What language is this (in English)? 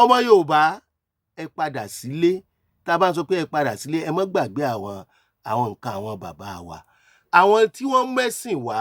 Yoruba